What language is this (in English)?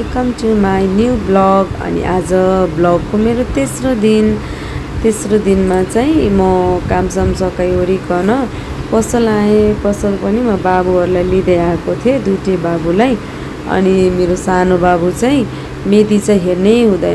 Nepali